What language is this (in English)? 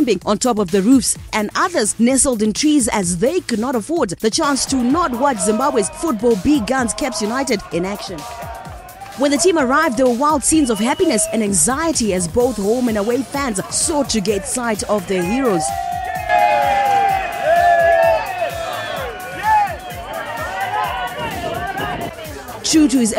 English